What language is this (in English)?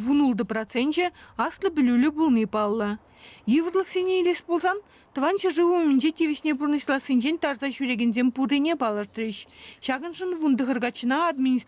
Chuvash